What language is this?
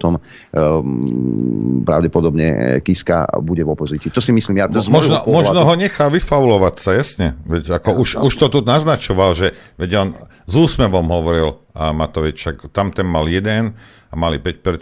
Slovak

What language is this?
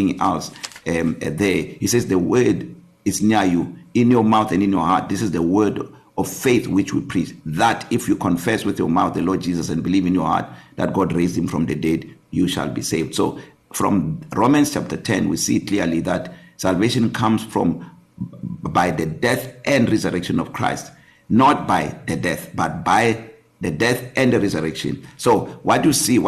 English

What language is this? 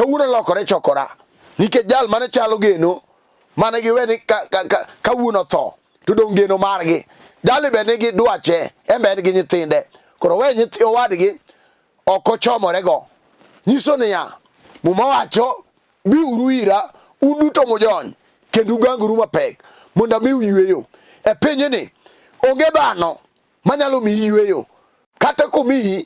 Luo (Kenya and Tanzania)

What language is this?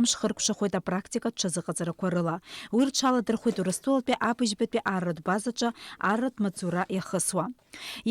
Abkhazian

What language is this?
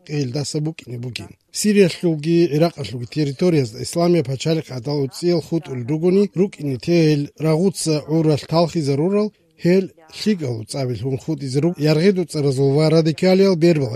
Avaric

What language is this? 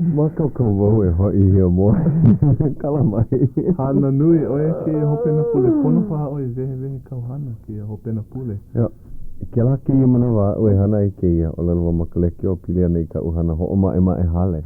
Hawaiian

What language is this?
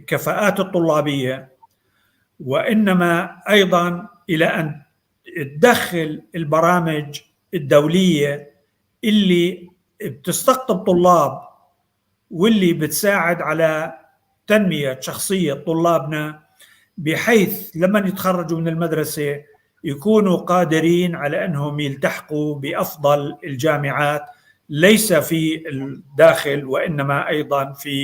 North Levantine Arabic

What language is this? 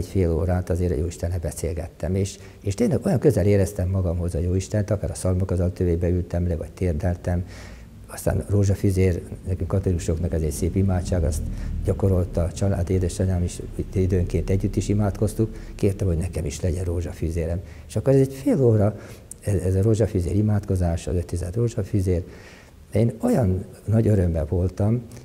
Hungarian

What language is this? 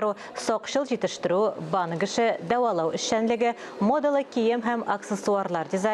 Tatar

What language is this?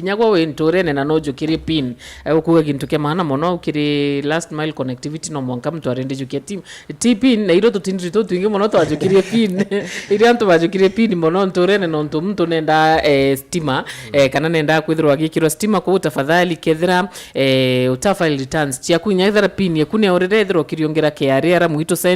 Meru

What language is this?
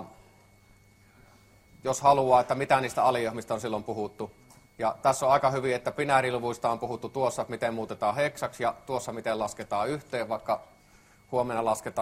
Finnish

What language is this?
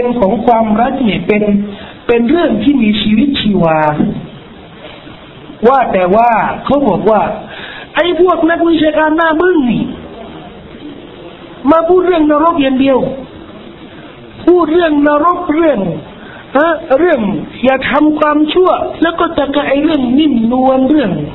Thai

